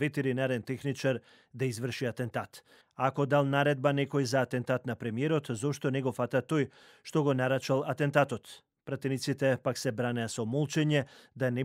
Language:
Macedonian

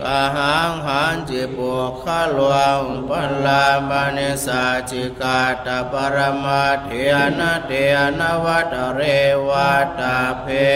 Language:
Pali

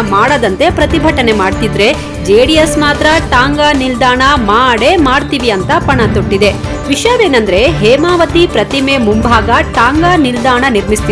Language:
Kannada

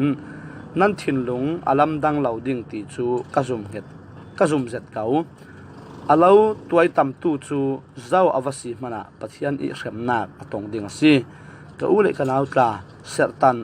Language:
Falam Chin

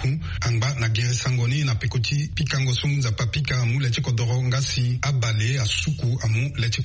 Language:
Sango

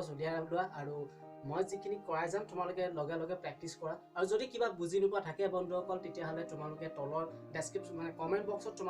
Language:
Assamese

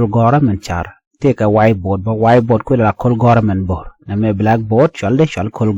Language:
Nuer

